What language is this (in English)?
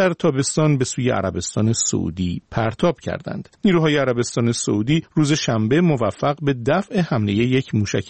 Persian